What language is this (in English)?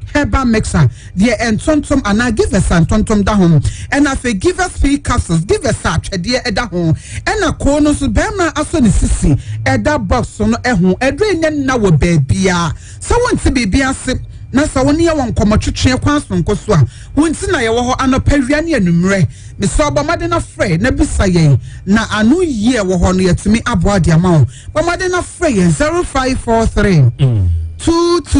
Akan